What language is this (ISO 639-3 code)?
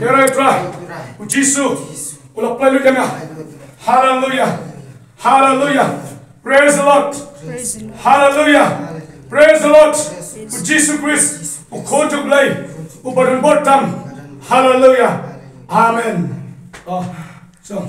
kha